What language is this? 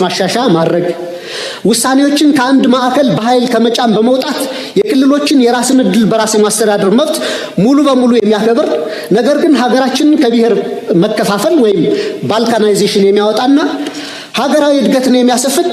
Amharic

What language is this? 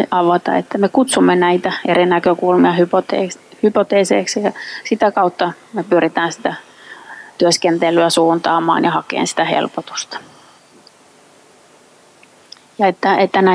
Finnish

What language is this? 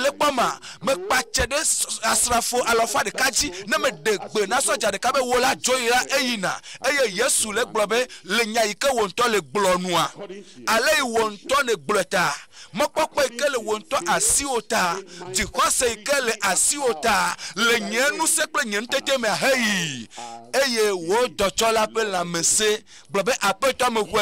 Ewe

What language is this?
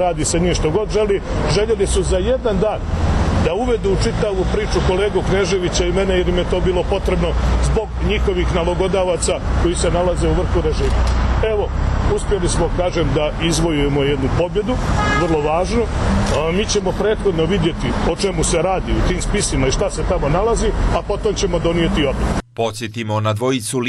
Serbian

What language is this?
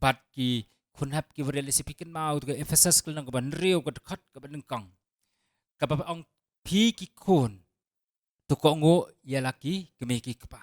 Khasi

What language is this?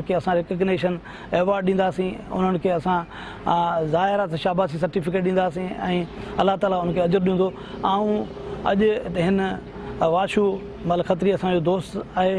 Sindhi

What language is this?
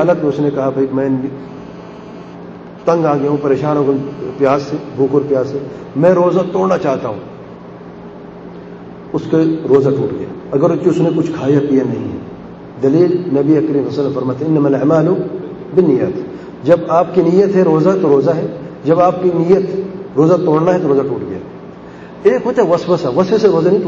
Urdu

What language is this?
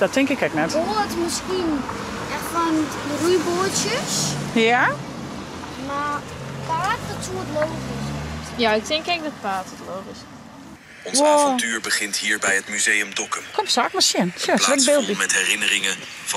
Western Frisian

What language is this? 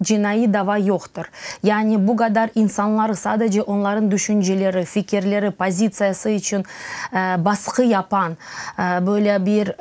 Crimean Tatar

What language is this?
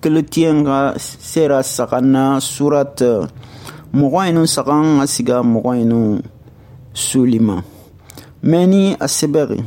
Susu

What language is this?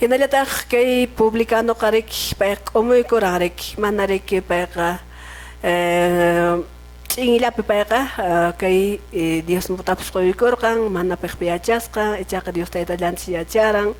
Quechua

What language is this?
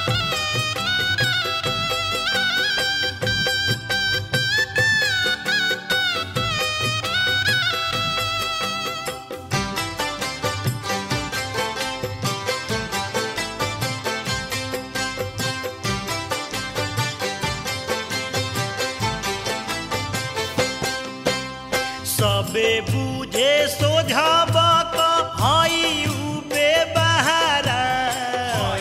Bhojpuri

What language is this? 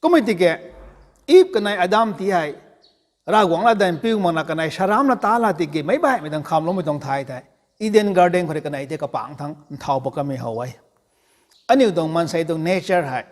Rongmei Naga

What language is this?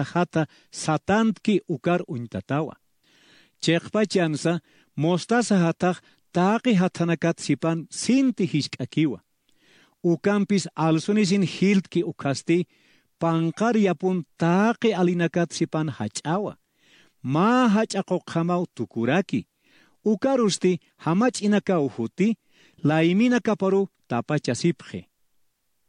Aymara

